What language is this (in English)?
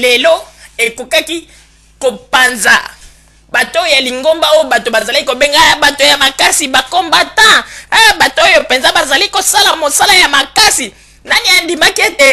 Lingala